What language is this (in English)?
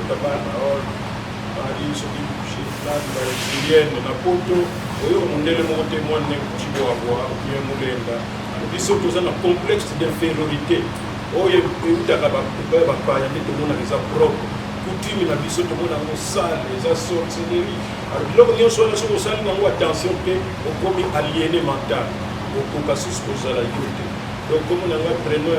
Lingala